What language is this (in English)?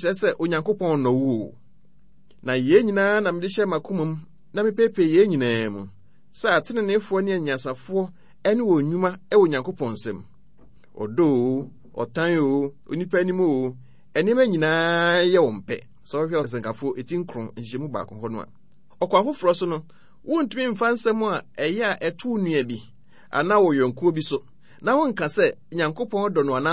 Akan